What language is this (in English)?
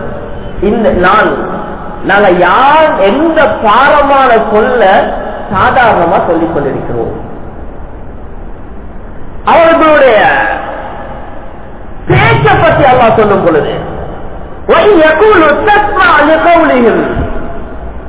Tamil